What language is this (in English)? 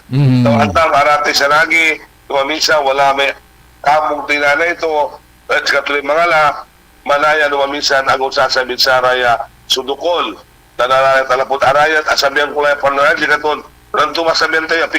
Pangasinan